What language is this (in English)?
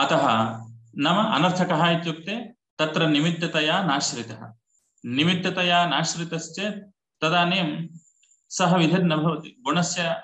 Sanskrit